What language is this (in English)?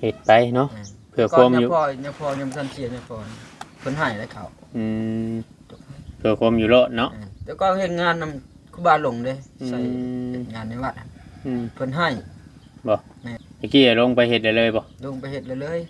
Northeastern Thai